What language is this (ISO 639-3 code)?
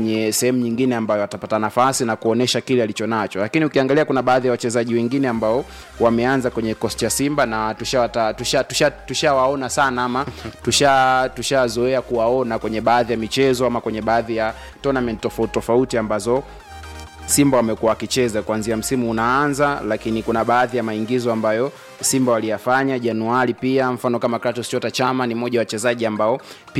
swa